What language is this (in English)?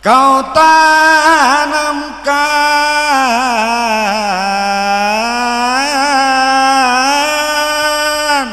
Betawi